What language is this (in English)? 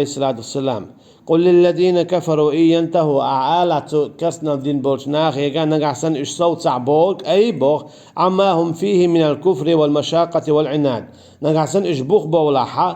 Chechen